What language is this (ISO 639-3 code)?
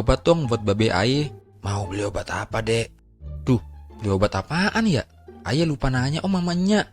bew